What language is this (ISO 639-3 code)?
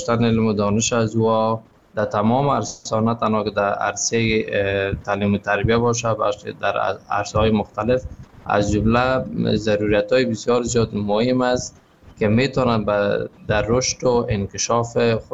fas